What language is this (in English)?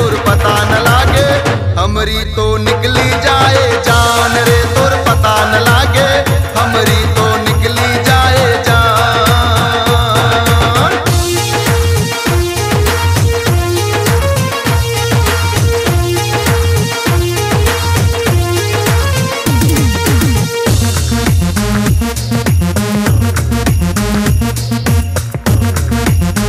Bhojpuri